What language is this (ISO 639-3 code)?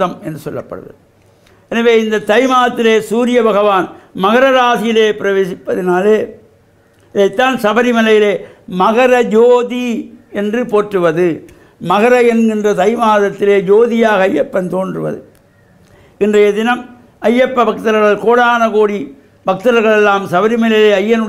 tam